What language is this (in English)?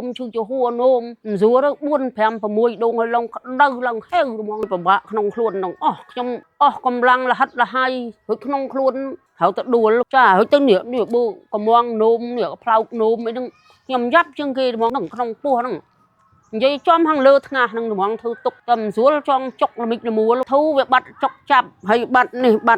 Khmer